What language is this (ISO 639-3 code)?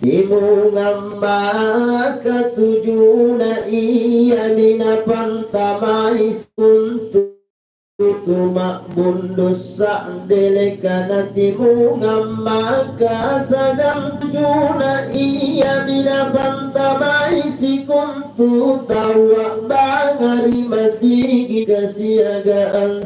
mak